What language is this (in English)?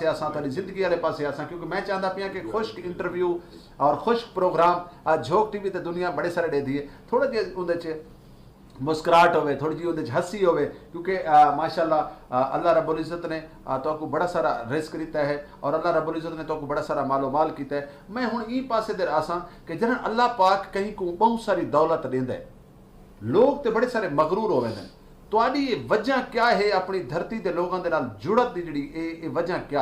Saraiki